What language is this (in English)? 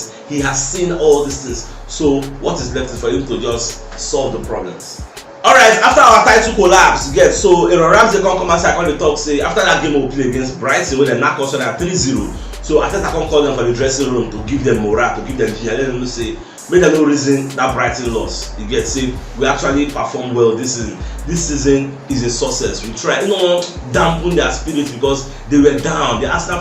Nigerian Pidgin